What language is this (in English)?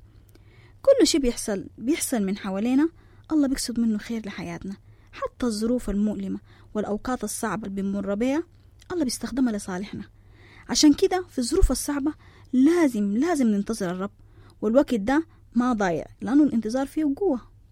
Sudanese Arabic